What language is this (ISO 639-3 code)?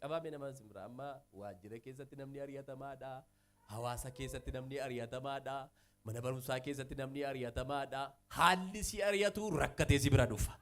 orm